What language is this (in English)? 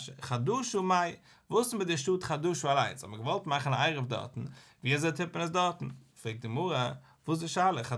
Yiddish